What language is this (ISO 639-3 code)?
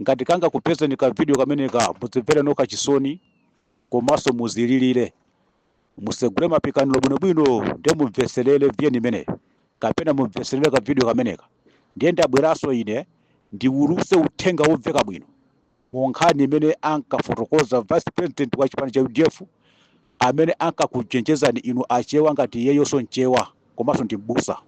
nya